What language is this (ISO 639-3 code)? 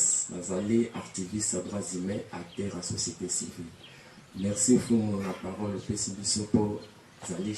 lin